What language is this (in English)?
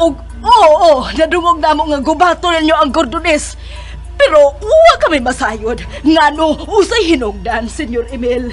Cebuano